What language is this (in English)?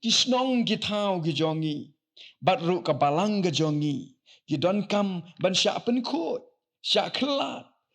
Khasi